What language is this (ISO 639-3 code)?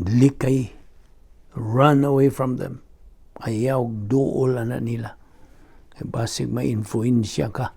ceb